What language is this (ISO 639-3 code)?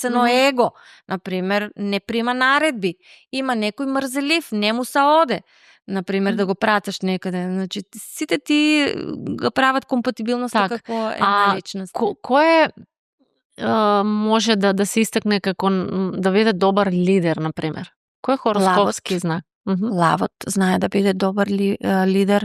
mkd